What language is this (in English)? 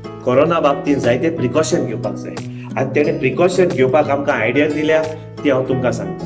Konkani